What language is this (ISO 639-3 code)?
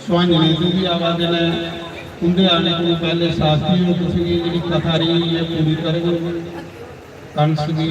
doi